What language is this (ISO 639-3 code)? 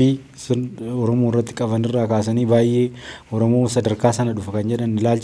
orm